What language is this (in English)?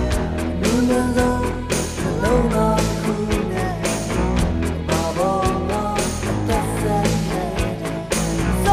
Burmese